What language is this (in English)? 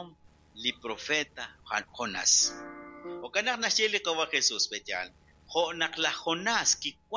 Kekchí